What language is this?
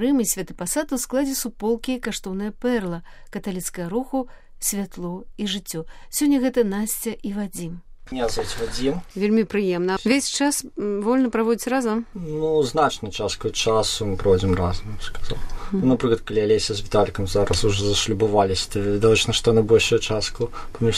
Belarusian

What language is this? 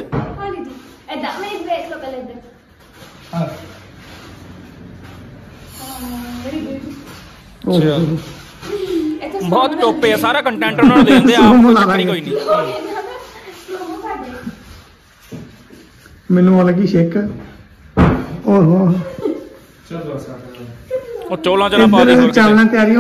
Punjabi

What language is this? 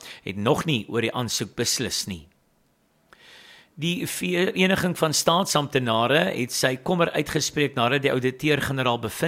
Afrikaans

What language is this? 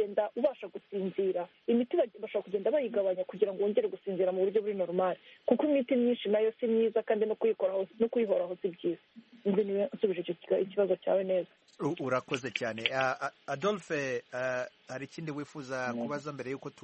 Kinyarwanda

